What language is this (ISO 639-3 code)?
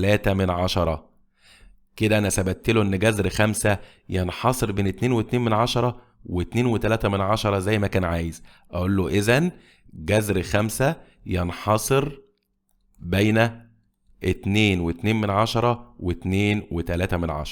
arz